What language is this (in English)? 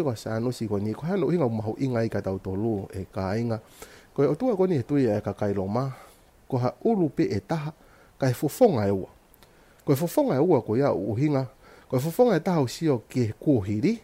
Tongan